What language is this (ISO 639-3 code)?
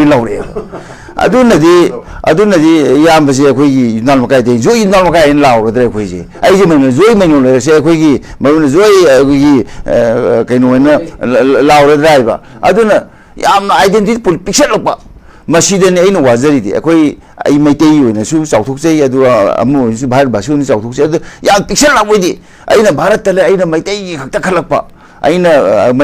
mni